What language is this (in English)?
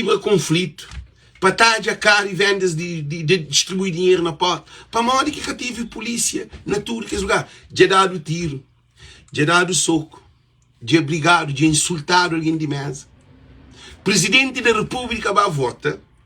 Kabuverdianu